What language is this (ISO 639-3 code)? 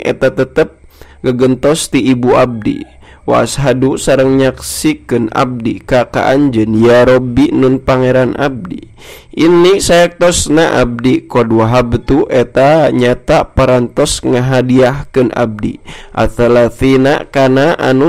sun